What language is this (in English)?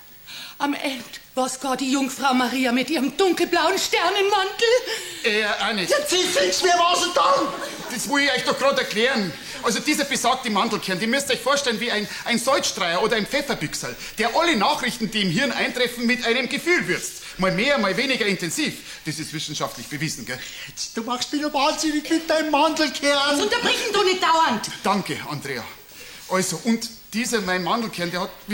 Bavarian